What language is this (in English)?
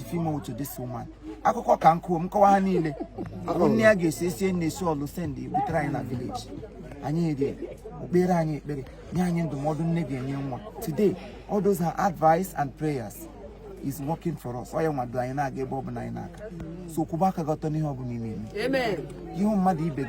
Igbo